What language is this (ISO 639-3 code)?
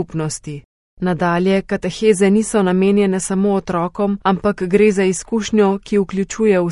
slv